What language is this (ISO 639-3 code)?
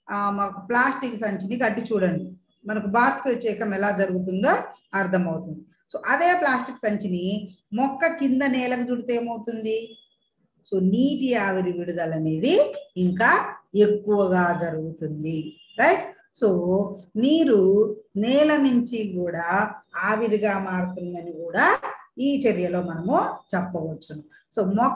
tel